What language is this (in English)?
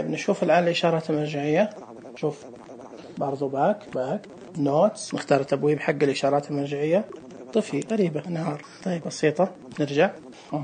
Najdi Arabic